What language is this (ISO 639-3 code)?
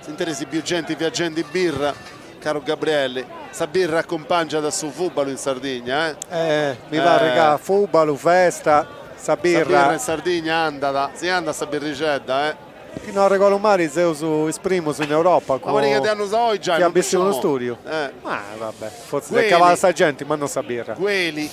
srd